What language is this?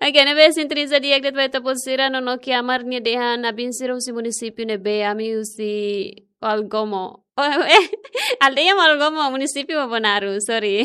Tetum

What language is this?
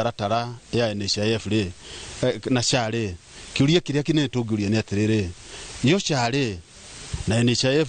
Kikuyu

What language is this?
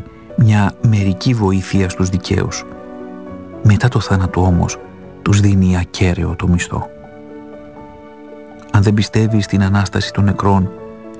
Greek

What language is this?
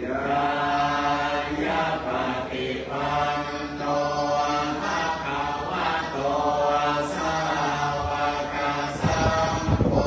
Pali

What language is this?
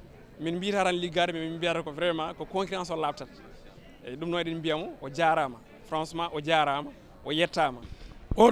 Fula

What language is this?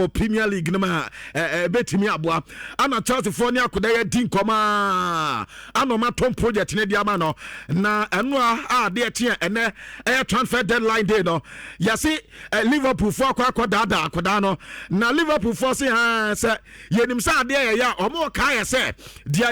Akan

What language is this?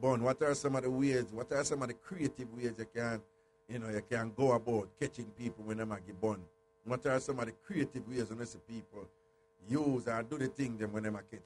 Jamaican Creole English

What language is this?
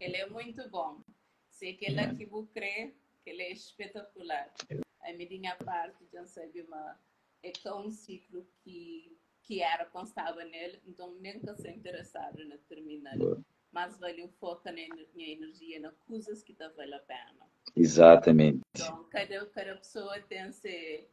Kabuverdianu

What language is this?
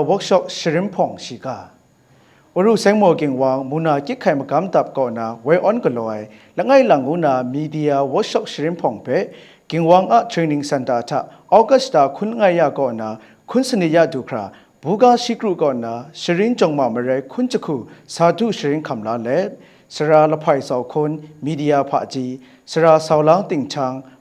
Kachin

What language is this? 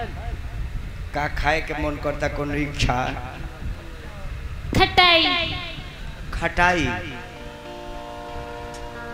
Bhojpuri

